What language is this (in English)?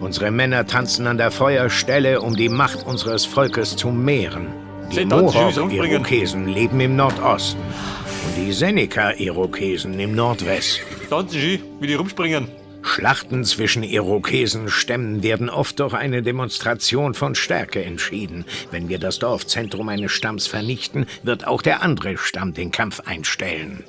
Bavarian